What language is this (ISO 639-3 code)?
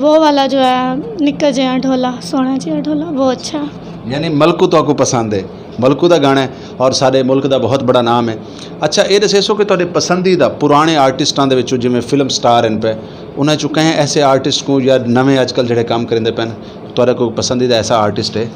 skr